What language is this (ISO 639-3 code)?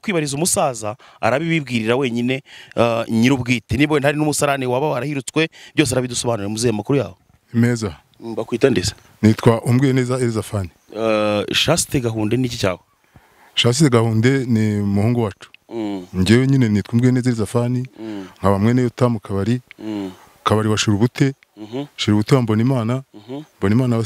kin